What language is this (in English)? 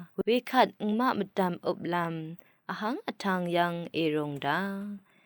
Rawang